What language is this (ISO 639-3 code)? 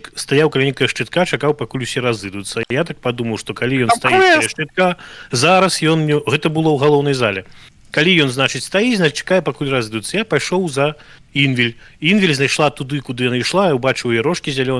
bel